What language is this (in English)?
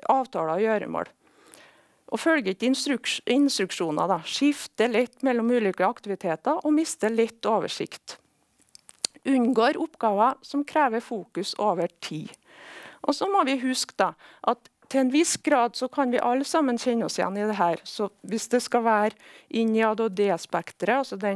Norwegian